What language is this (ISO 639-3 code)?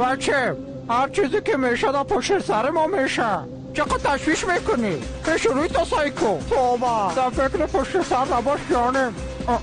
fas